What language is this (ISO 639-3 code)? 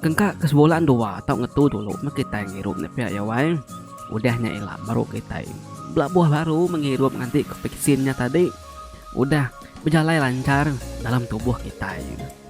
iba